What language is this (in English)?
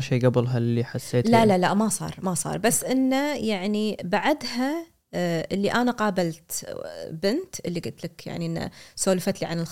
Gulf Arabic